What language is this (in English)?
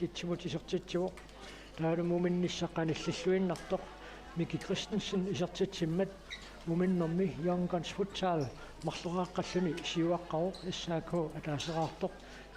Kalaallisut